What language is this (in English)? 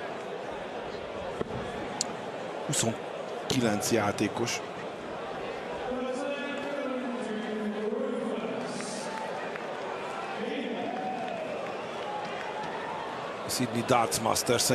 Hungarian